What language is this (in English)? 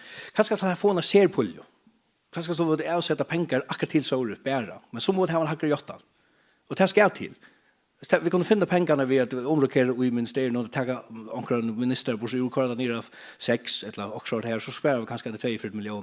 Faroese